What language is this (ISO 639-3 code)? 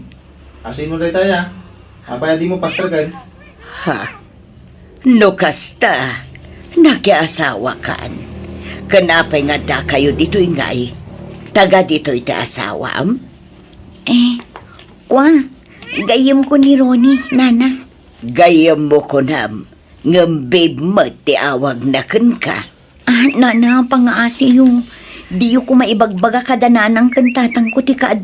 ilo